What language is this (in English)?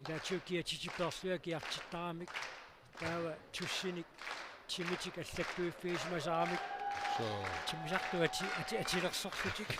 Kalaallisut